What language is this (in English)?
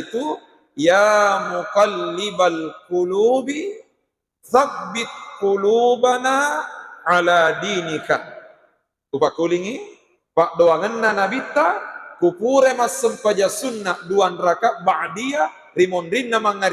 Buginese